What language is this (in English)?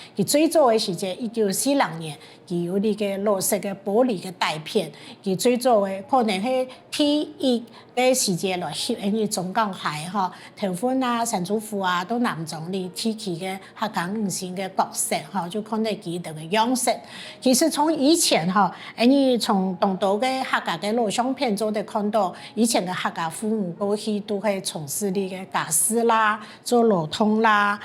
Hakka Chinese